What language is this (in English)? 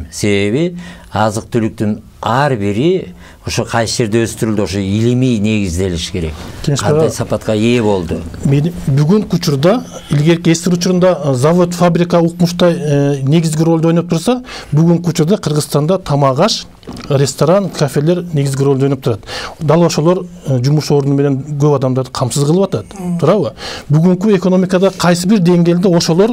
Kyrgyz